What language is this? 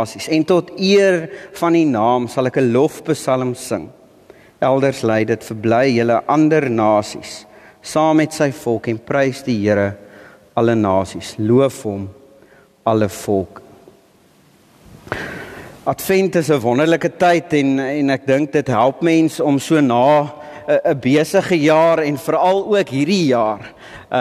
Afrikaans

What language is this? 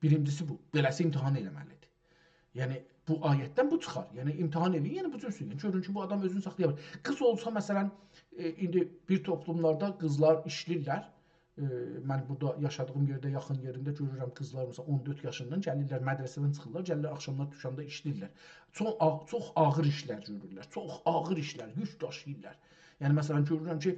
South Azerbaijani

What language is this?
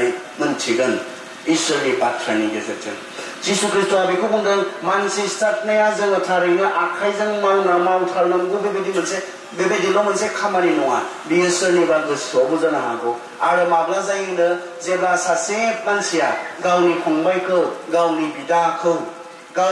Bodo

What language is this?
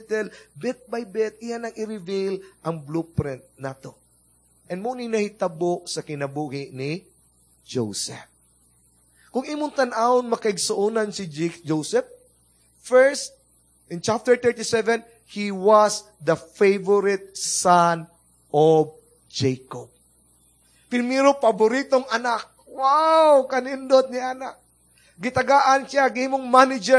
Cebuano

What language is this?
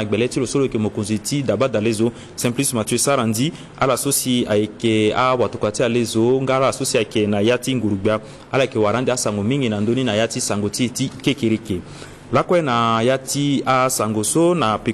Sango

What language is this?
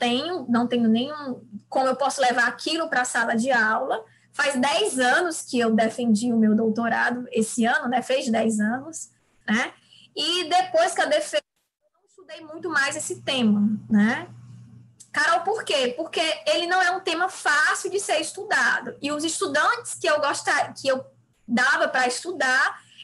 Portuguese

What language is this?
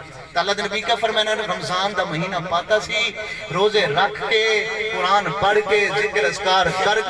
Saraiki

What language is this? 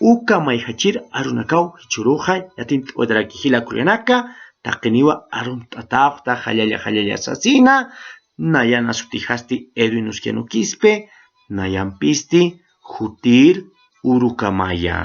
Aymara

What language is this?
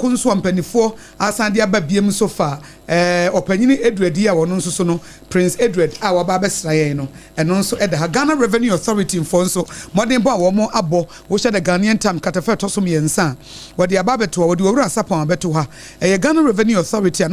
Akan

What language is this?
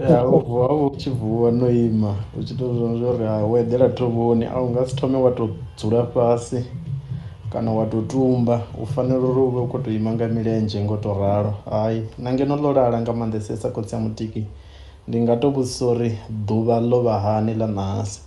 Venda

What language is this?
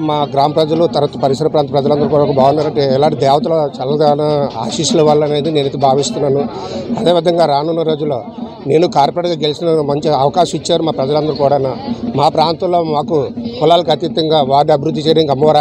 Telugu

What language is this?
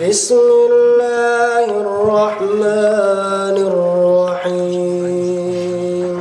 Kumyk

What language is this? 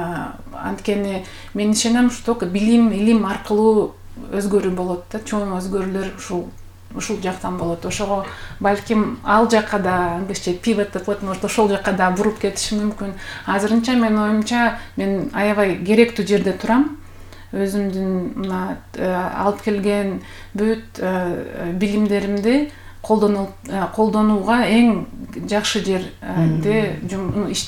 Kyrgyz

